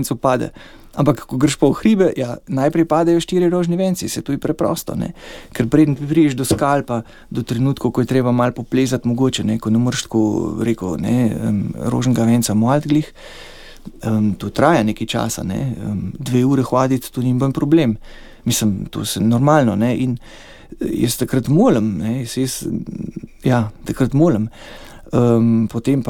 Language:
Slovenian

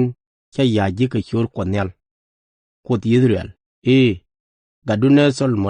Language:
Nuer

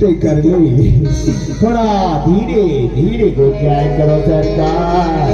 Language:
Chhattisgarhi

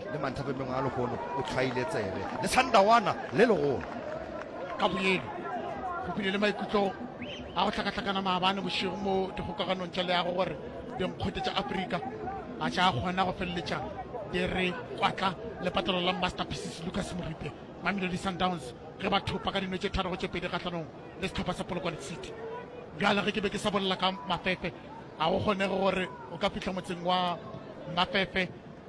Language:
Northern Sotho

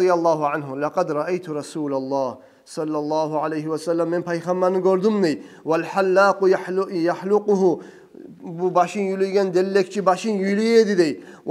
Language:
Kumyk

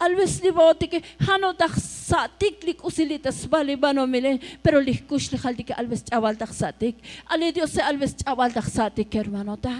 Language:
Tzotzil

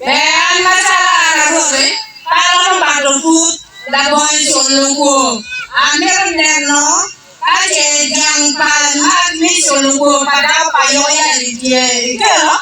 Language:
Acoli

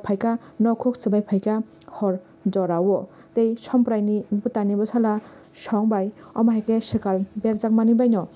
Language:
Kok Borok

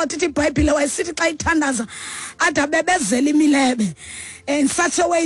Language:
Xhosa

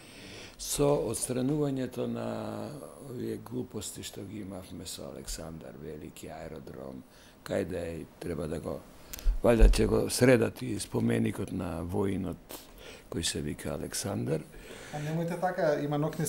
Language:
Macedonian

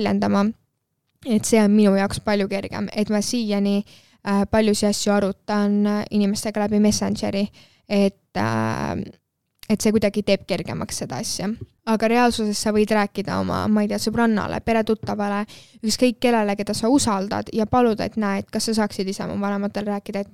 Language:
Estonian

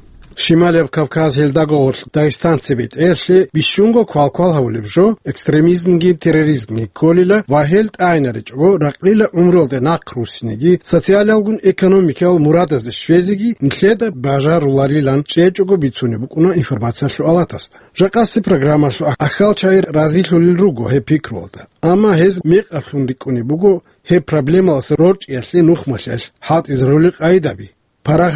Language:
Avaric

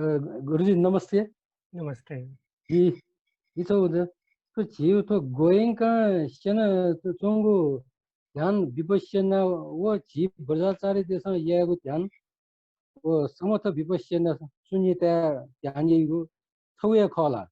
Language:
Newari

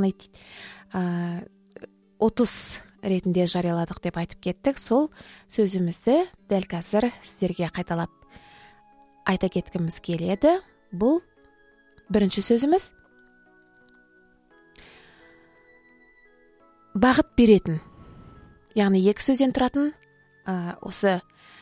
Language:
Kazakh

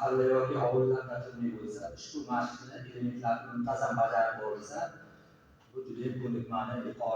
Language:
Uzbek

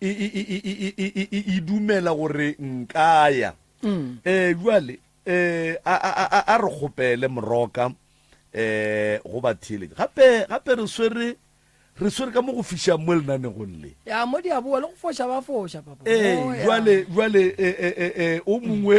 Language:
Northern Sotho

